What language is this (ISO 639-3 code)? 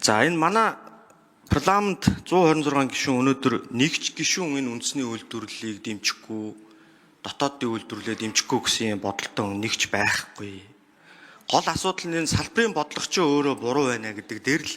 mon